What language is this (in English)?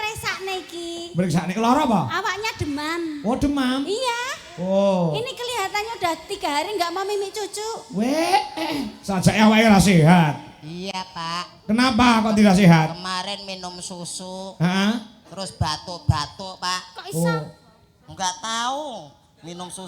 Javanese